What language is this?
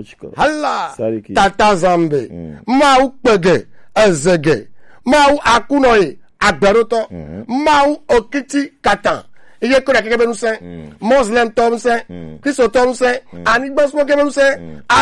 Gen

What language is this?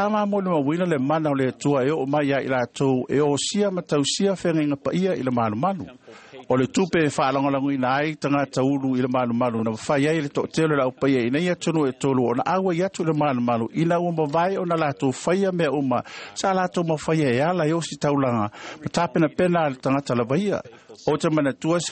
Samoan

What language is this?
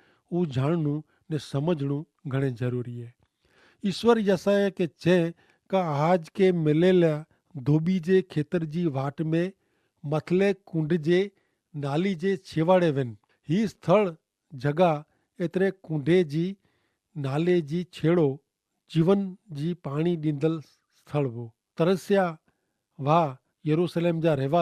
Kachhi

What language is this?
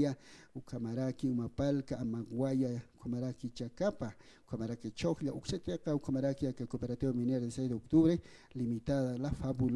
Aymara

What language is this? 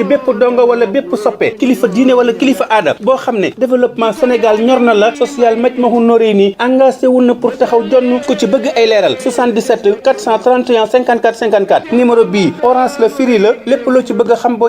Wolof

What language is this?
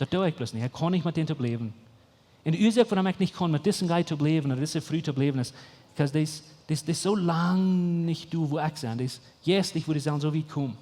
Plautdietsch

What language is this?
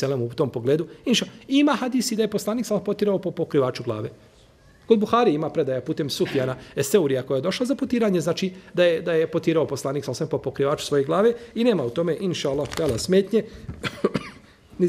Bosnian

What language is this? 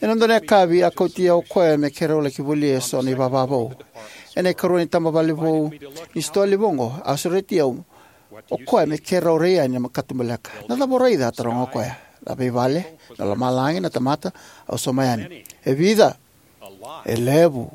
Fijian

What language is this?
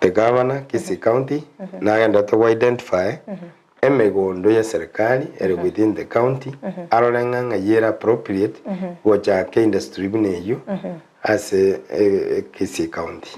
Gusii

